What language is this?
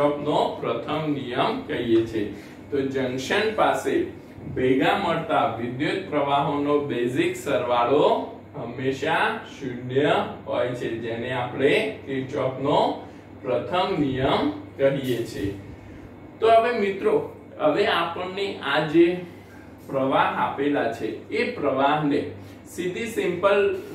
Gujarati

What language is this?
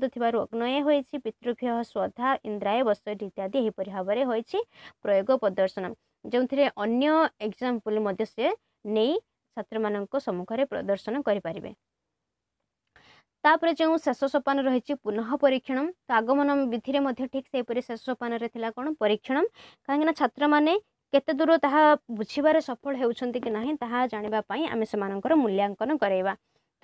Odia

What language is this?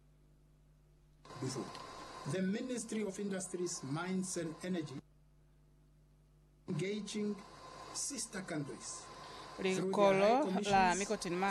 Lozi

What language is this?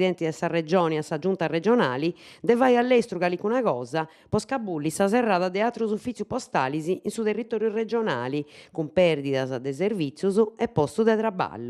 Sardinian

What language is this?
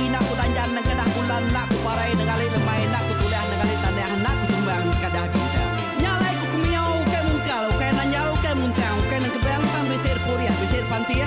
Iban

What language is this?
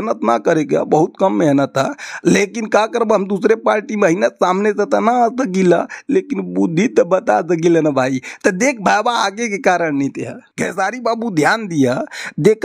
Bhojpuri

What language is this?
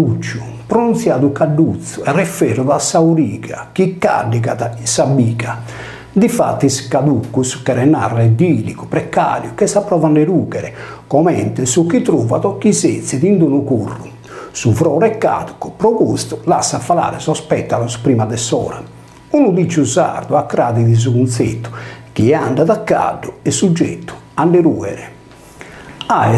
Sardinian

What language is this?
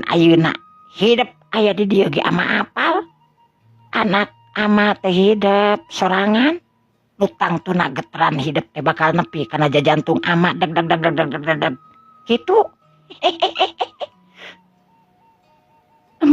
Sundanese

